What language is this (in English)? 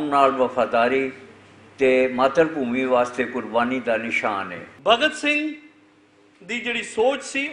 Western Panjabi